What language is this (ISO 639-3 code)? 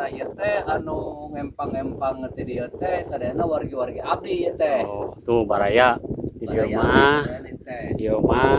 sun